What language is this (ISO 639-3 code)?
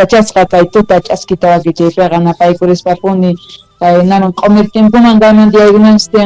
que